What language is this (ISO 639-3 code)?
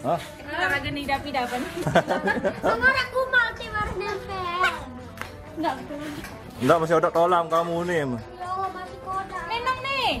sas